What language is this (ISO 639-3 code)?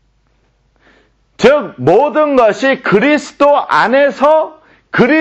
kor